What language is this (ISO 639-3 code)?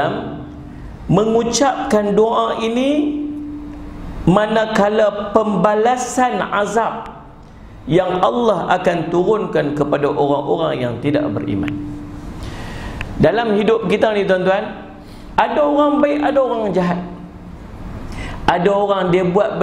msa